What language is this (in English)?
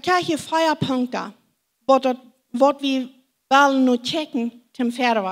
Plautdietsch